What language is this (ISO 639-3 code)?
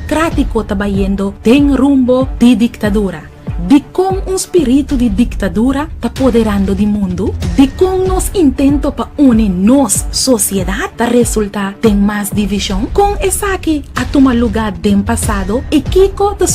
pap